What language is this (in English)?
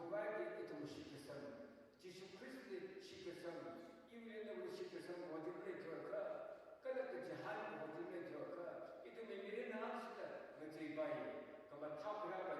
Tangkhul Naga (India)